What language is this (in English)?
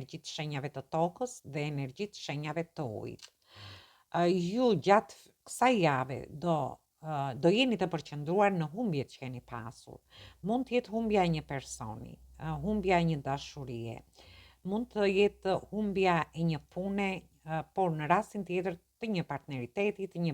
Albanian